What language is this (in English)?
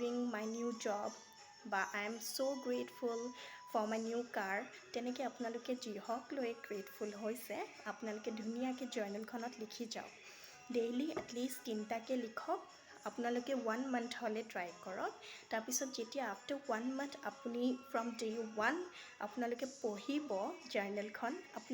Assamese